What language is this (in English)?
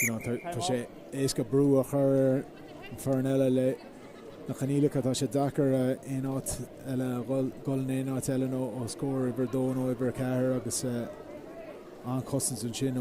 Irish